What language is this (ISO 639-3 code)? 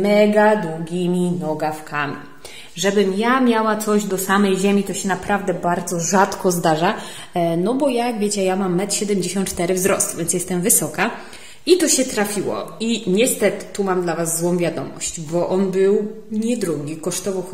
pol